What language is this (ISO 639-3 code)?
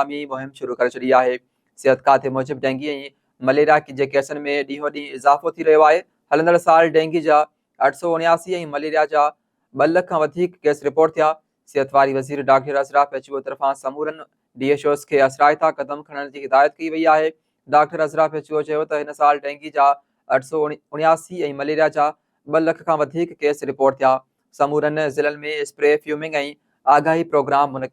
snd